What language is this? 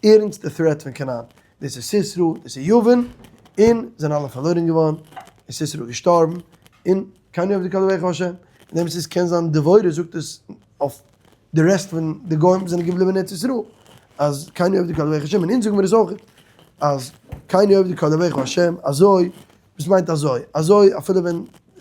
Yiddish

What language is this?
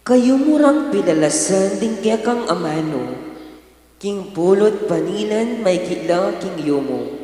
Pampanga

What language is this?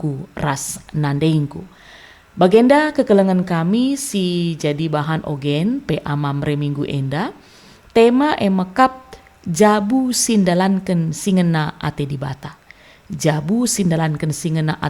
Batak Karo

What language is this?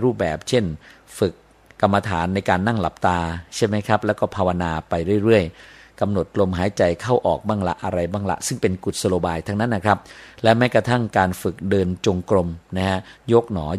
Thai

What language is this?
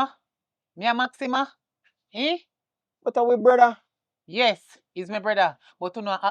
Jamaican Creole English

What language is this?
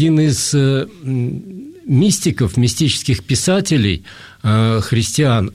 Russian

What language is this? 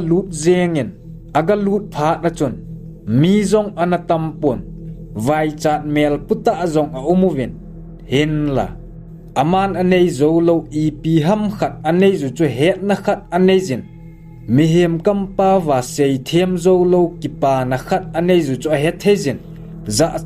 Thado Chin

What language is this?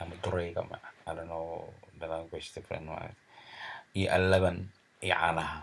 Somali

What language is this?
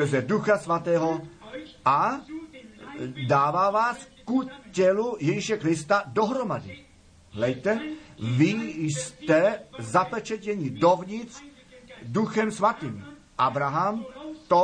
Czech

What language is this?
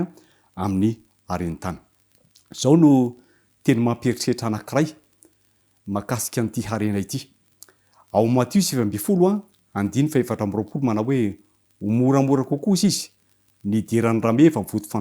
Malagasy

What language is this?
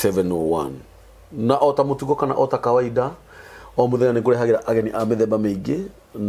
Kikuyu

